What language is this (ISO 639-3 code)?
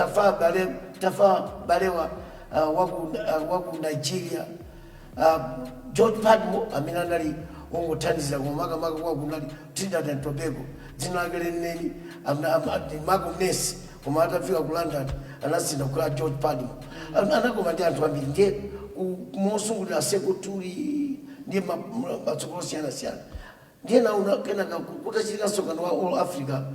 nya